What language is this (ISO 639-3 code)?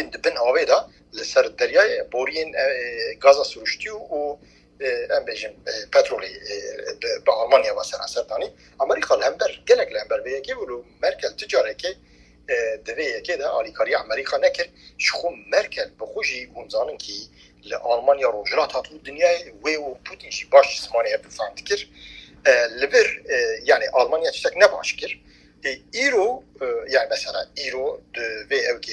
kur